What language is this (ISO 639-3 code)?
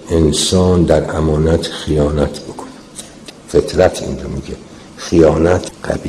fas